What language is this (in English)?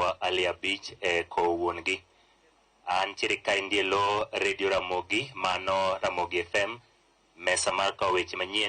Luo (Kenya and Tanzania)